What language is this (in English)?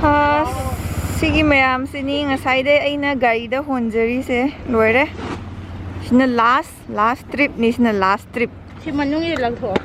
Manipuri